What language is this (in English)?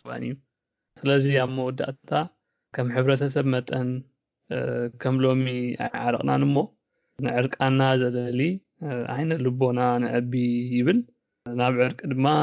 Tigrinya